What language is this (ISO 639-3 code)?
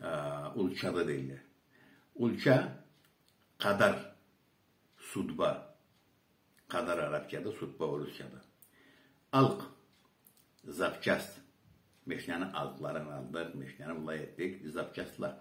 krc